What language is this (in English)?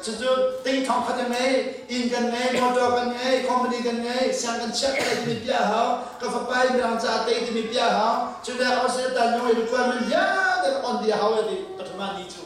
Hakha Chin